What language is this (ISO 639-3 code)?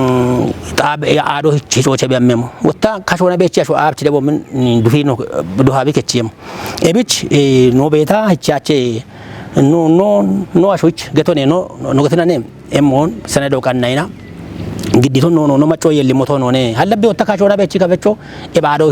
kbr